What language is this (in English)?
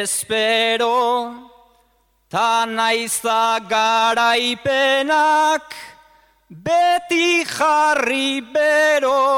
Basque